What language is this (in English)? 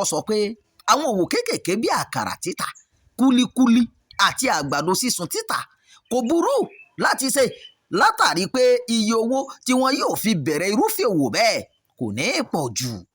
Yoruba